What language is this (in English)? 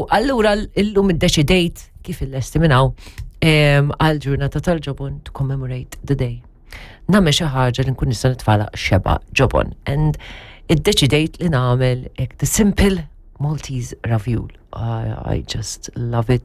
Maltese